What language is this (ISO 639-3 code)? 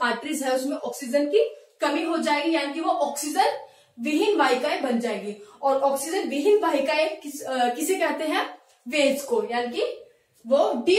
hin